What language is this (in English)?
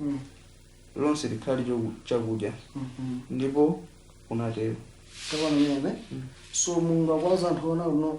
Nyanja